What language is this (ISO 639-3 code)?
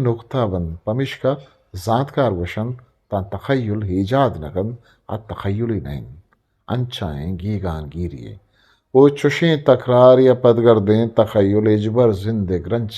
bgp